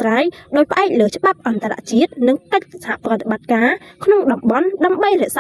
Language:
Khmer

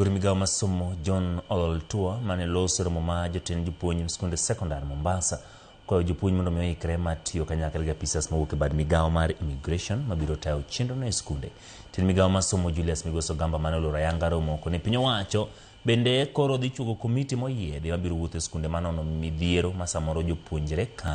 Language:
Luo (Kenya and Tanzania)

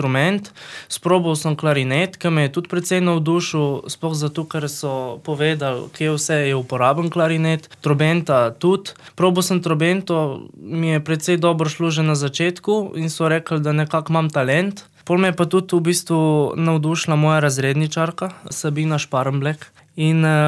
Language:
Slovenian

